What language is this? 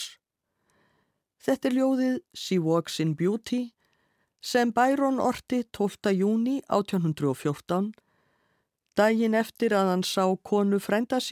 Icelandic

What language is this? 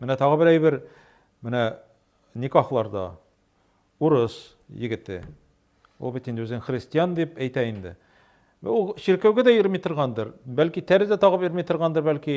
Tatar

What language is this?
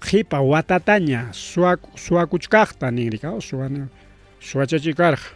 Ayacucho Quechua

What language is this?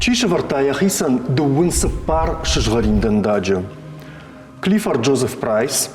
Ossetic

